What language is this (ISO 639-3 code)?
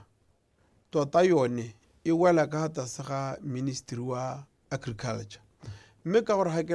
tsn